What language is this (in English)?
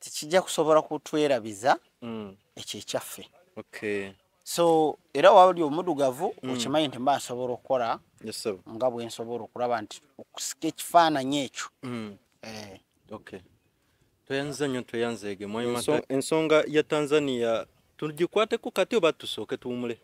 Ganda